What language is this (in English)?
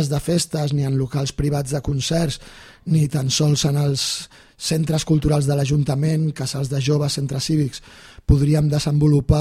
Catalan